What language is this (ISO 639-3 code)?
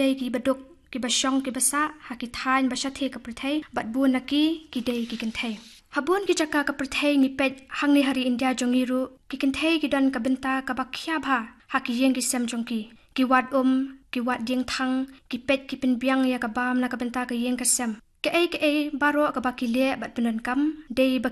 kha